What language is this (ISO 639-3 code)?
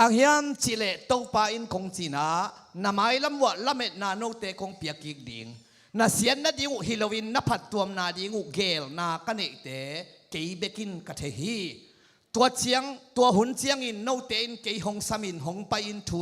ctd